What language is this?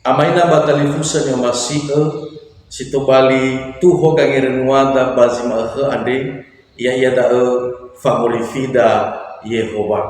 Nias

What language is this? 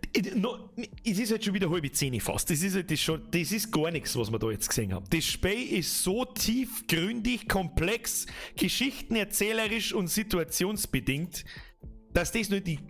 Bavarian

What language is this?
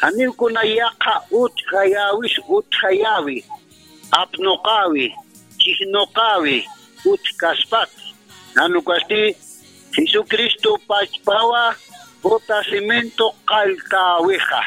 Aymara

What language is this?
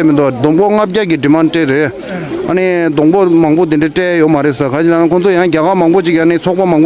Tibetan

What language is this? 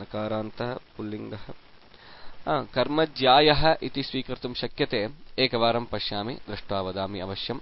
Sanskrit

